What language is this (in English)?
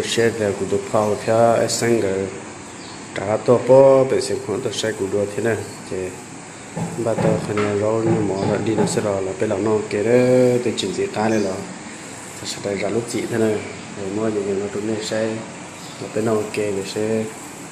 Hmong